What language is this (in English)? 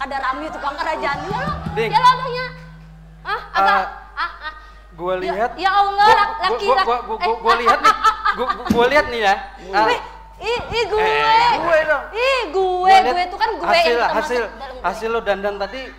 Banjar